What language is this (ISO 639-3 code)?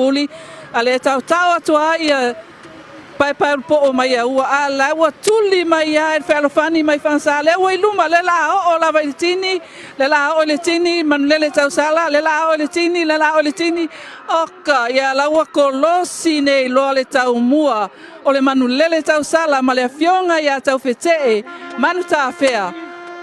smo